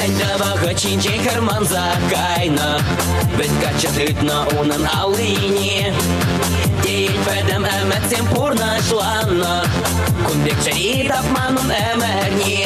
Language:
Chuvash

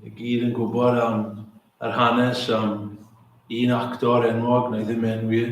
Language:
Welsh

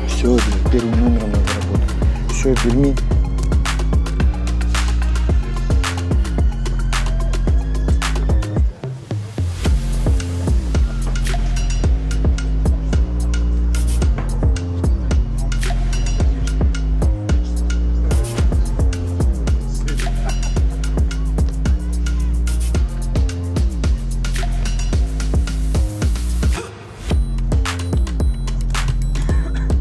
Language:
Russian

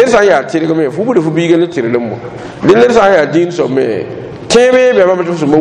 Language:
Mossi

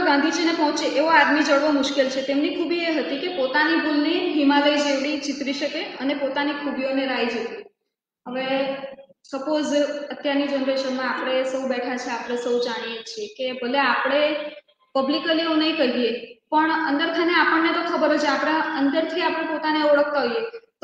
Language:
Gujarati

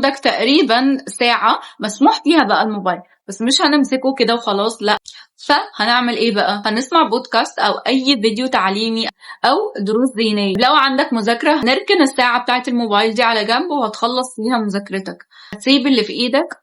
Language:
Egyptian Arabic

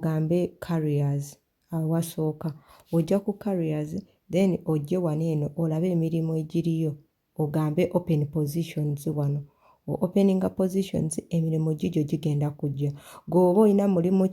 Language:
Ganda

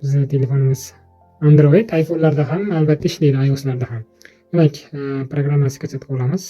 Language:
Uzbek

